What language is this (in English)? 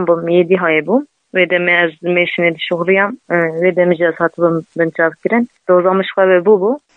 Kurdish